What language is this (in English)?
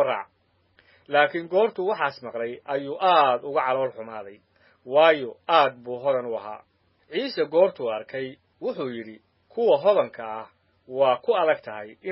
Somali